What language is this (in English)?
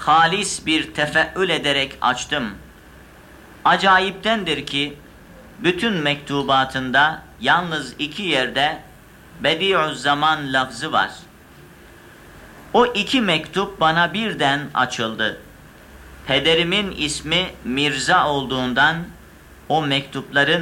Turkish